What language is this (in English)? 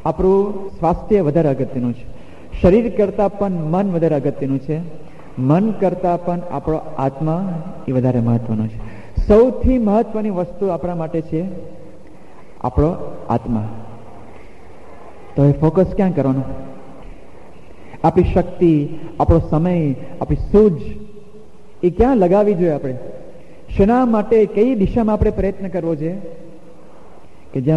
Gujarati